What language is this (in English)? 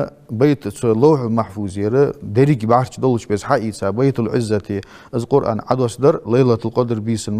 Ingush